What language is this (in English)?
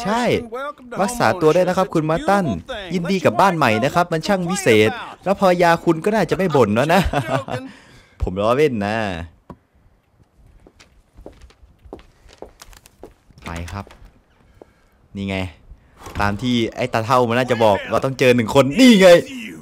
Thai